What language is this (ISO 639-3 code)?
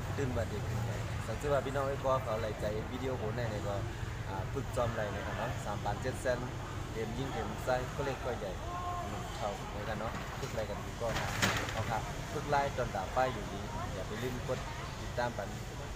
shn